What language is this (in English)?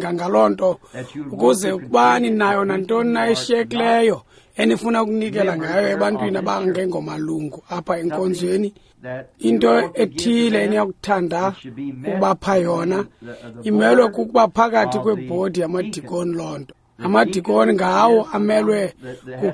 Xhosa